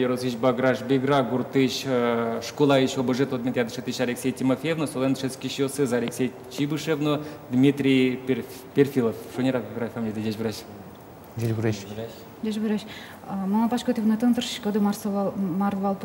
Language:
Udmurt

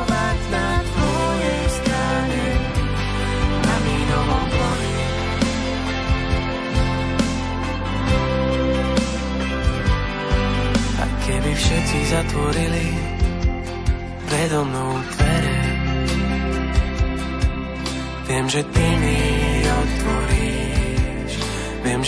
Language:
Slovak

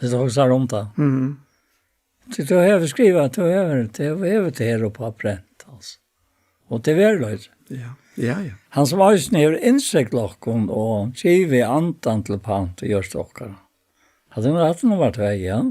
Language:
Faroese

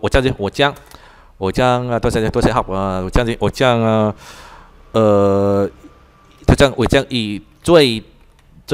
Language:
Vietnamese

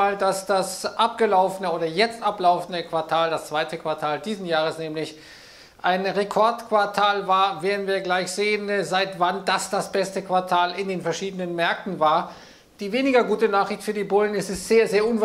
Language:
German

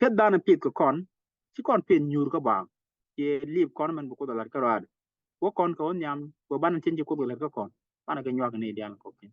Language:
Nuer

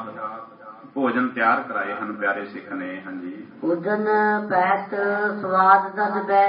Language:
Punjabi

